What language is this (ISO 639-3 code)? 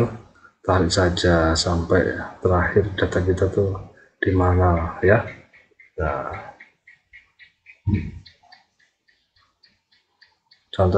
ind